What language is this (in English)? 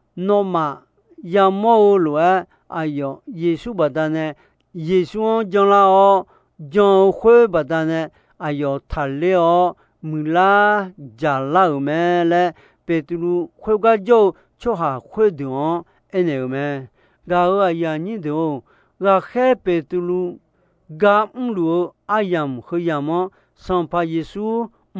Akha